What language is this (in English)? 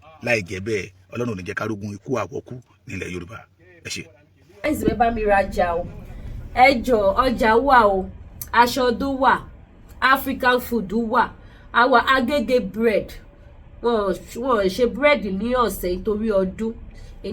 Yoruba